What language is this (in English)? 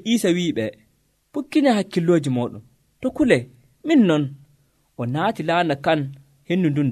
Nigerian Fulfulde